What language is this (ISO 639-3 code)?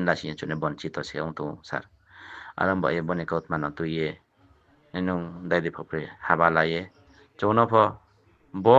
ria